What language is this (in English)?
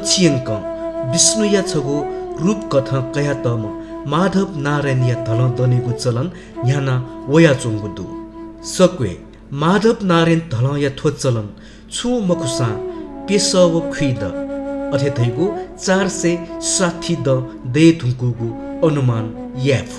Newari